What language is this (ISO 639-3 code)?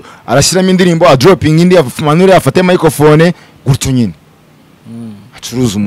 kin